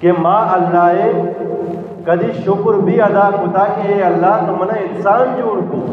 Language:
Eastern Balochi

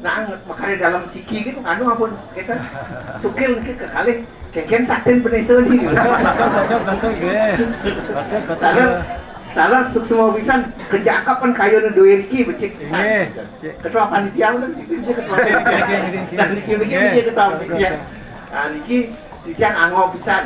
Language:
Balinese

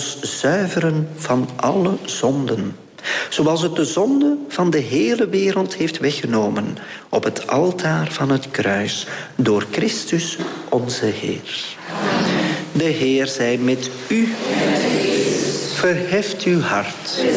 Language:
Dutch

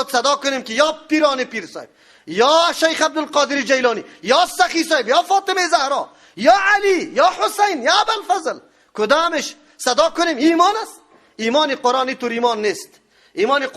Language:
Persian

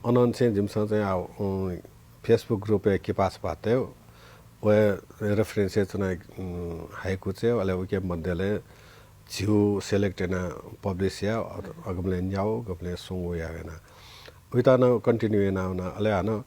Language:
Newari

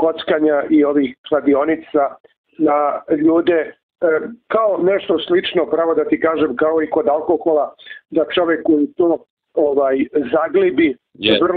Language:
Serbian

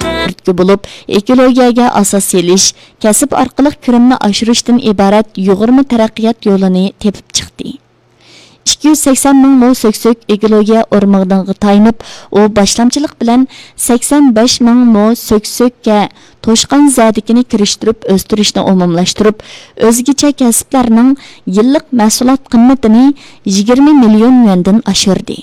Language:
Uyghur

